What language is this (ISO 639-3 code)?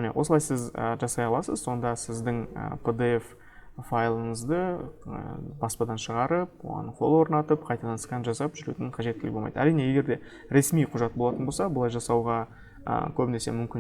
kaz